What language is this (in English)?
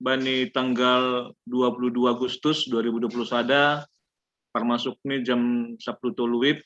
Batak Simalungun